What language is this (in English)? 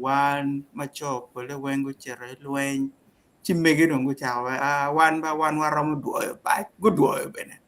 Acoli